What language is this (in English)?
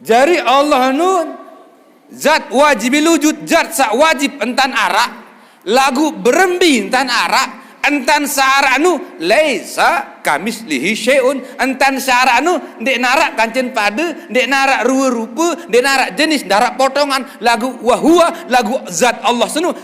Sasak